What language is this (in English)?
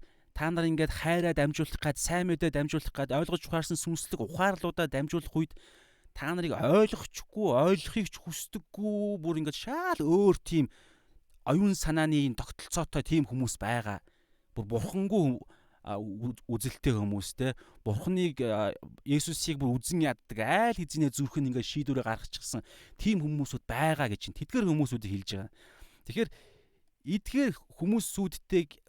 Mongolian